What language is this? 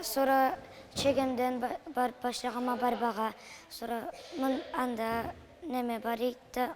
Karachay-Balkar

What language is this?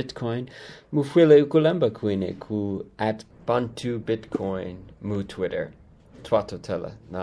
Bemba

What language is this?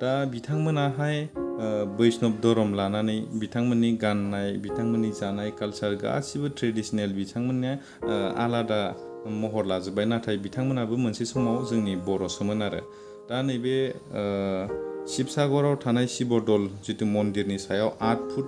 Bodo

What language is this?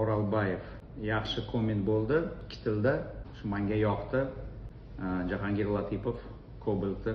Uzbek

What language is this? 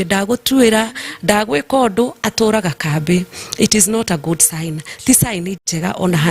Kikuyu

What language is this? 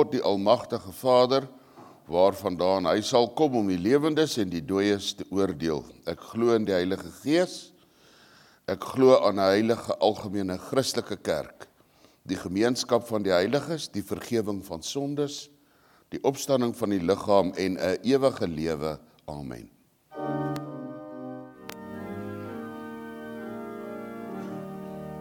Afrikaans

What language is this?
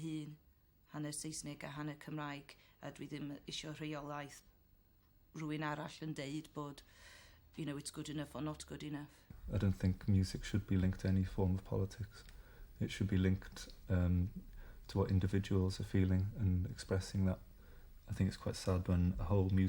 Welsh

